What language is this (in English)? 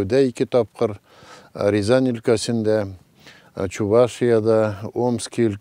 Tatar